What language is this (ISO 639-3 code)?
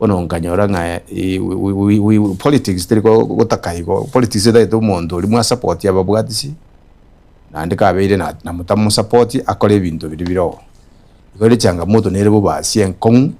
guz